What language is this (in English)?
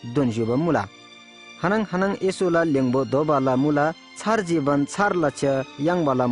Eastern Tamang